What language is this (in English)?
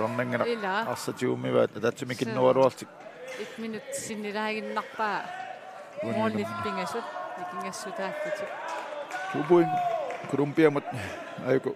Kalaallisut